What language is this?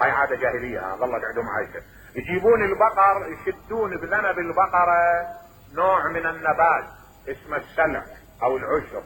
Mesopotamian Arabic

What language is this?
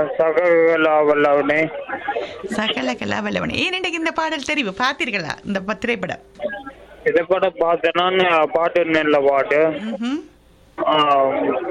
Tamil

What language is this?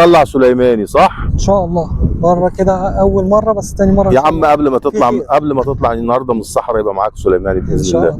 Egyptian Arabic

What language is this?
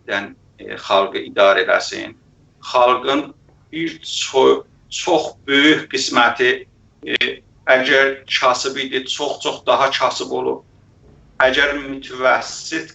South Azerbaijani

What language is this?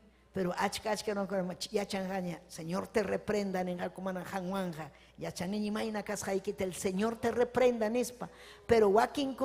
Ayacucho Quechua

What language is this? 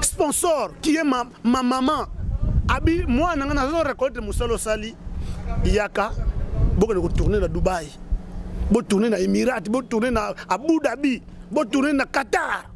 Lingala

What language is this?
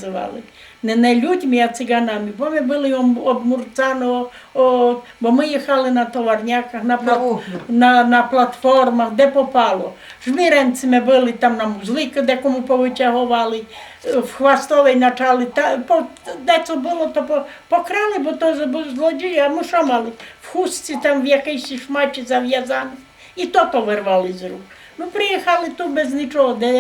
Rusyn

